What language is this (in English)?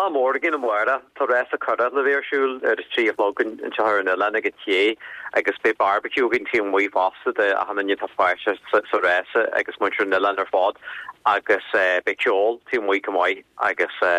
Irish